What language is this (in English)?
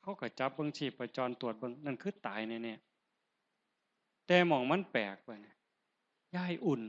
Northeastern Thai